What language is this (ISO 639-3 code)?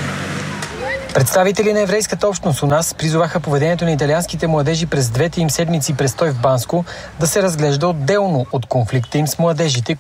bul